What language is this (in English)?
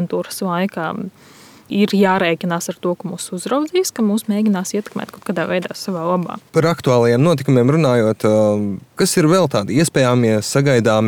Latvian